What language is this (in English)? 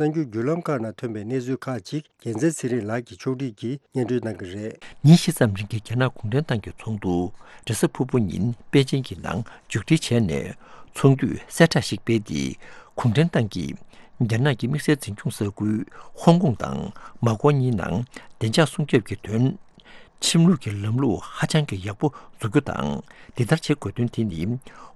Tibetan